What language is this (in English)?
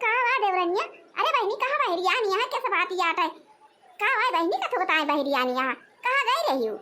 Awadhi